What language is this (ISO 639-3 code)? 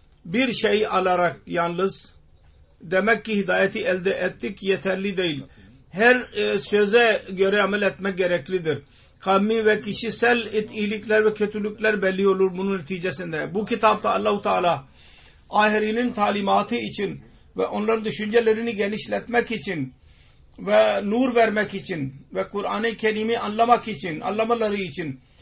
tur